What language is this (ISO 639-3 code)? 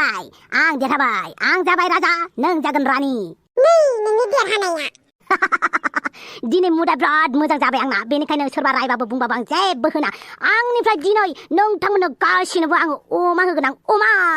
brx